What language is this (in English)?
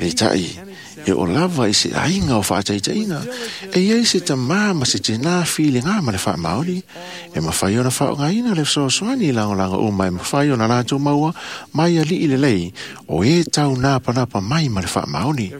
Samoan